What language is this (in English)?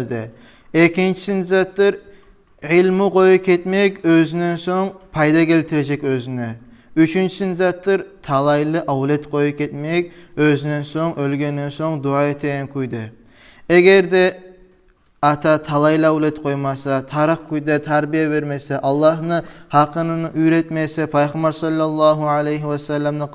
Kumyk